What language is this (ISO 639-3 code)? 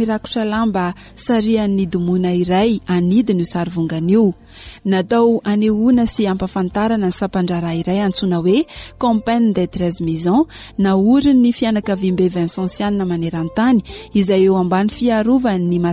mlg